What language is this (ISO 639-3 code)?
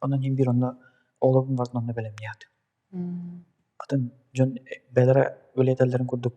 sah